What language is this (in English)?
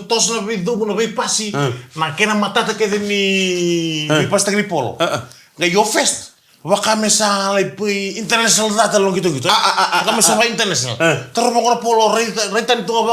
Fijian